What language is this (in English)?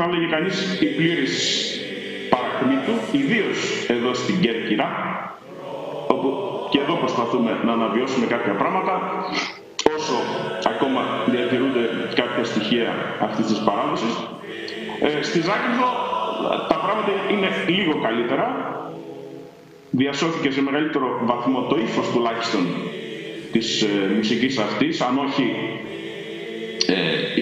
Greek